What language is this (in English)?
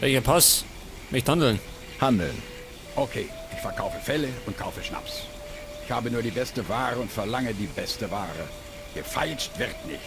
Bavarian